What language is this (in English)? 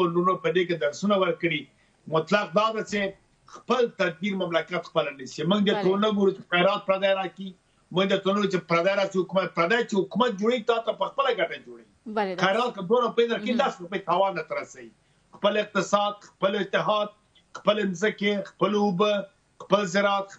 Pashto